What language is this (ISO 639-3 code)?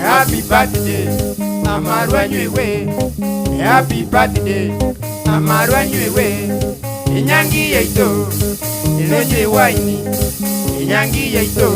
guz